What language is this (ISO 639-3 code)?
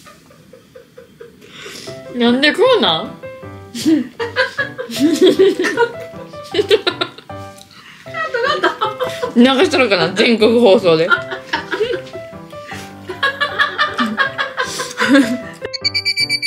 jpn